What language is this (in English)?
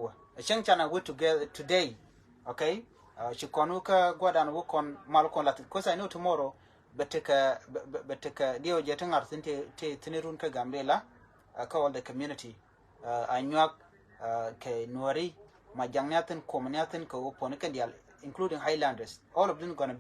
Nuer